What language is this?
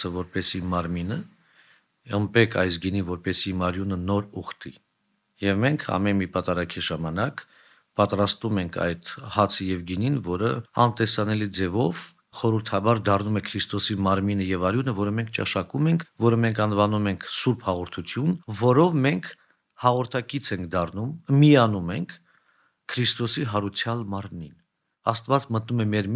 Armenian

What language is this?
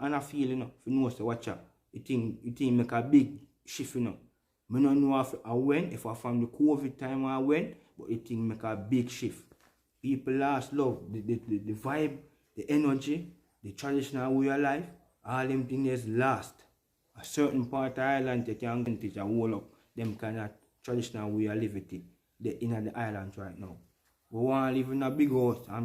Jamaican Creole English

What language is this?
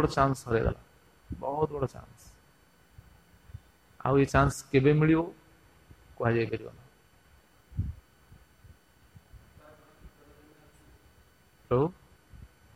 Odia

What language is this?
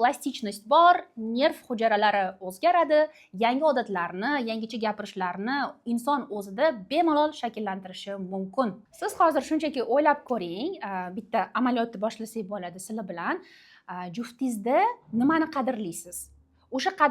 Uzbek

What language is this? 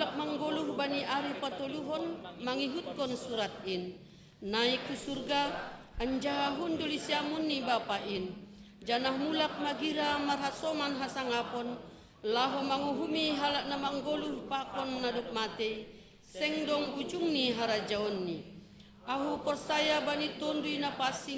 Batak Simalungun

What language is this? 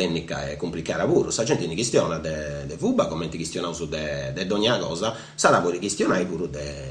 Sardinian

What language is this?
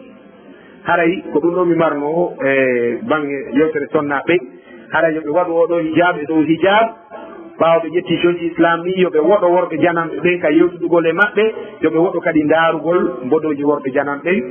Fula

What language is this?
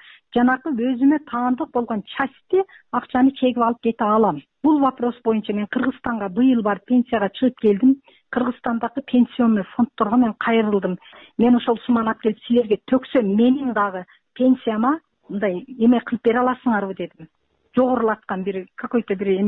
Kyrgyz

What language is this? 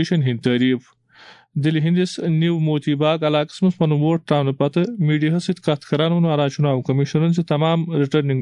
Kashmiri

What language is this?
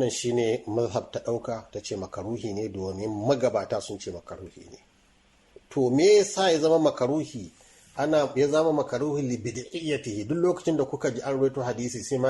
Hausa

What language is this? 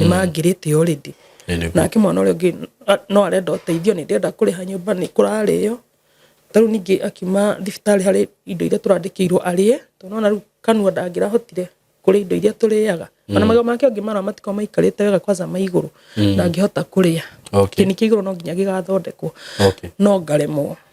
Kikuyu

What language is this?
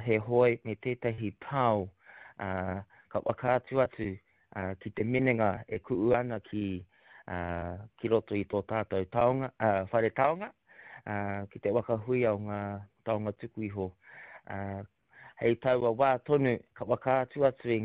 Māori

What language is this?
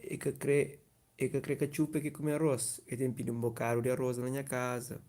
Kabuverdianu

